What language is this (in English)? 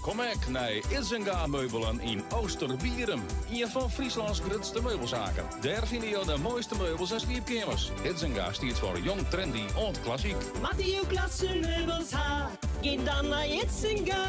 Western Frisian